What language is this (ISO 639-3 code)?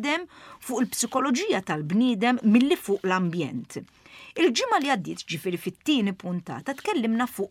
mlt